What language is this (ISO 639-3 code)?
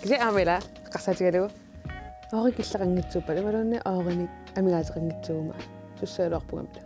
kal